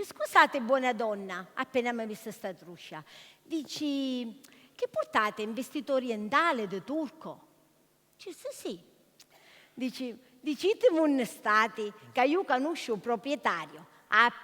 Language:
Sicilian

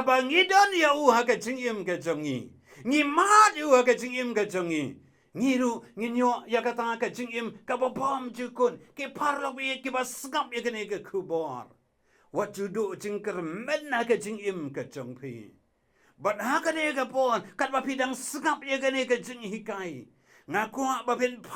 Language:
Khasi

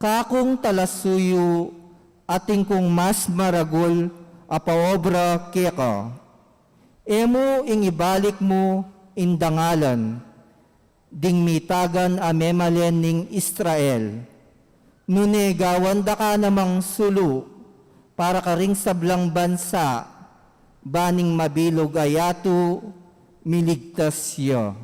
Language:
Pampanga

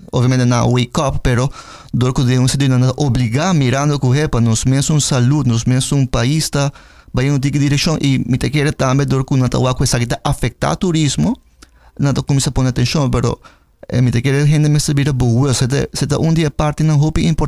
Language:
Papiamento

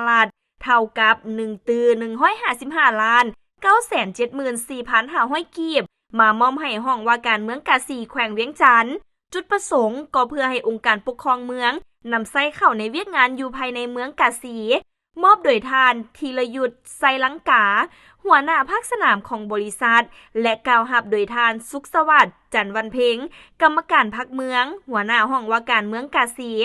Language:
Lao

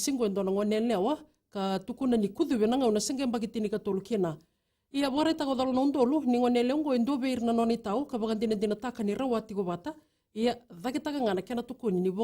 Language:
Fijian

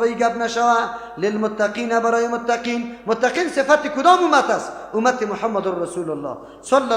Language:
Persian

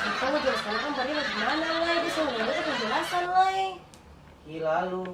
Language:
Ambonese Malay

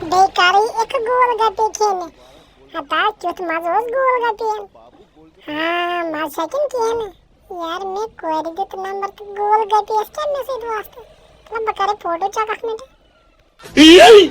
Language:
Kashmiri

